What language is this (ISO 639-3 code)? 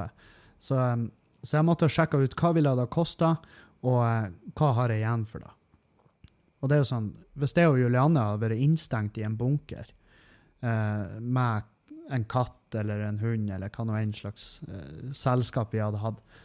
nor